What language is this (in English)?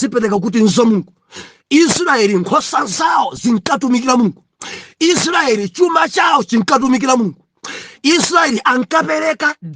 Nyanja